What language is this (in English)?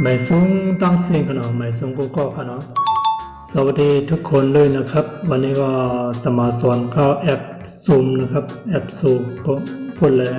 Shan